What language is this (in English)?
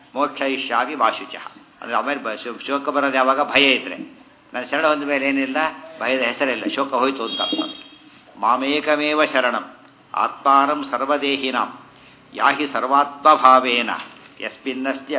Kannada